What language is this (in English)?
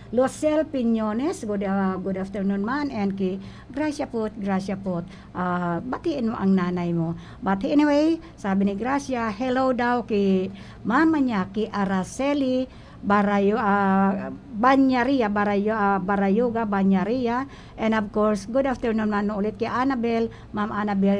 Bikol